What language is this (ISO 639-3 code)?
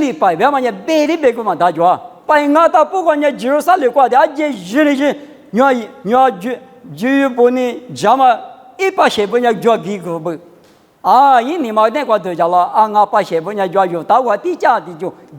lis